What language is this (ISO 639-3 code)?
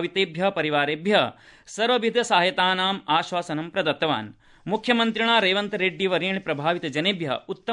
san